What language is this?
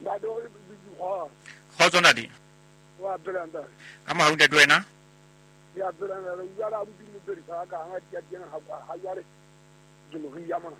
Southern Sotho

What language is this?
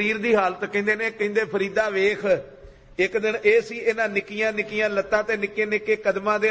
Punjabi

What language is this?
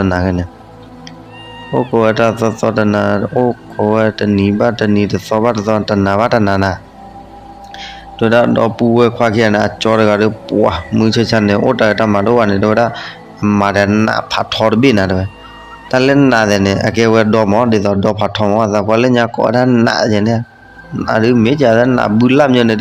S'gaw Karen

